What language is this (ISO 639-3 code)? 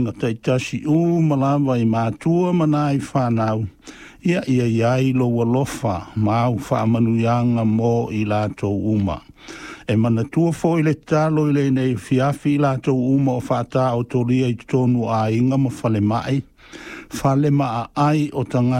smo